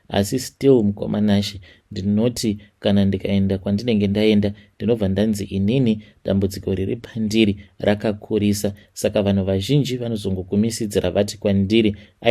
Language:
Shona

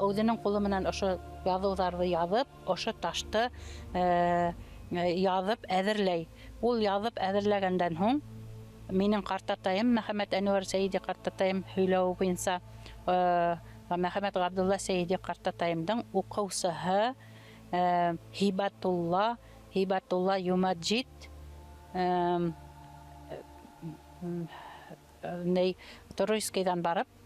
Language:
Bashkir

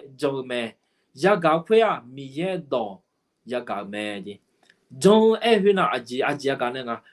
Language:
Akha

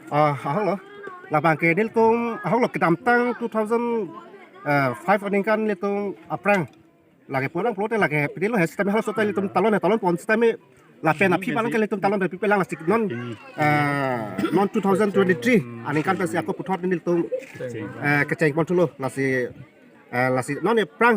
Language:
Karbi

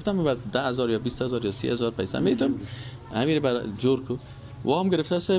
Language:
Persian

